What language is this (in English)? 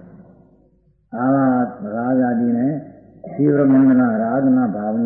Gujarati